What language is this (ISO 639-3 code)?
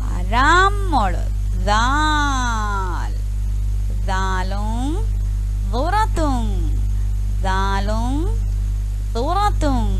div